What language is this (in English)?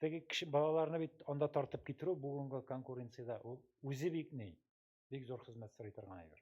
Tatar